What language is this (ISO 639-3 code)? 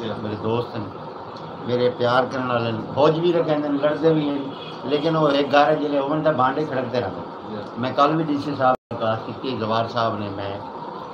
skr